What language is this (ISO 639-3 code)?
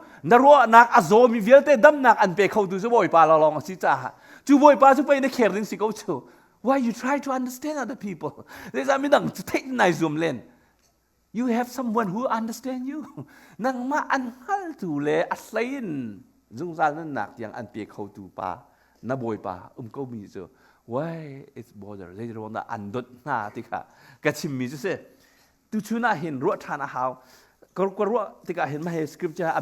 cnh